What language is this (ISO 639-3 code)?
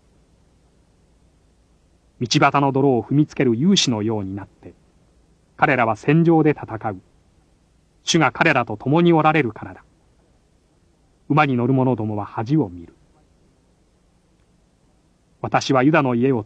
jpn